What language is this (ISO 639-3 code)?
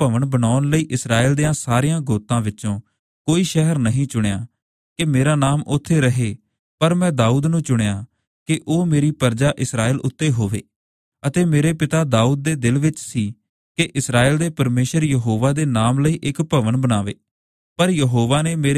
pan